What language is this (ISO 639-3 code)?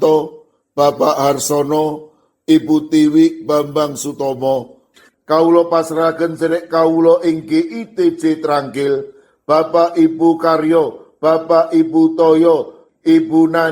jav